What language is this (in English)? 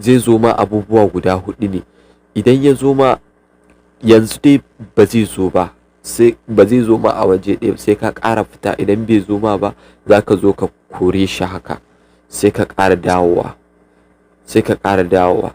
Hausa